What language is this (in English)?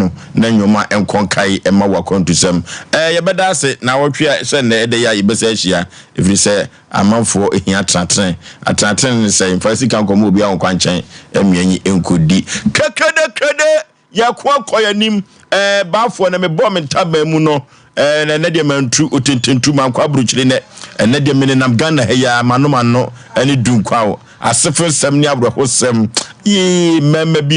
Akan